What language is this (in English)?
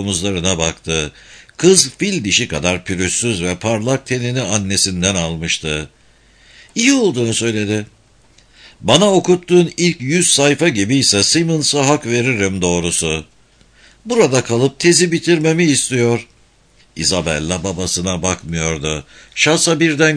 Turkish